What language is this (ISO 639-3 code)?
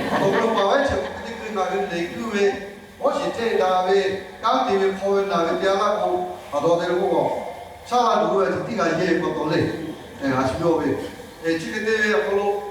lhu